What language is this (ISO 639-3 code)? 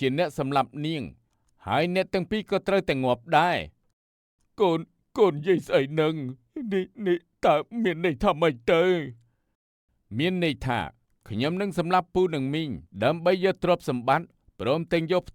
khm